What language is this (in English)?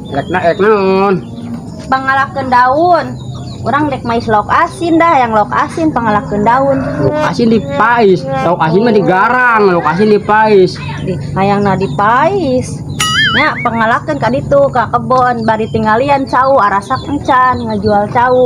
Sundanese